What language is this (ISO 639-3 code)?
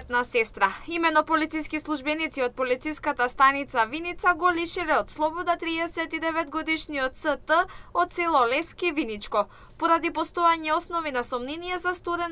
mkd